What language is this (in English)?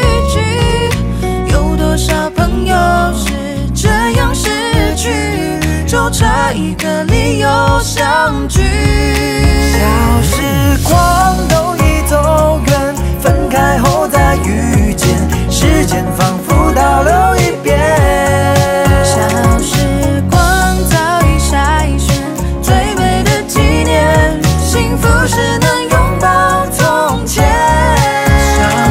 Chinese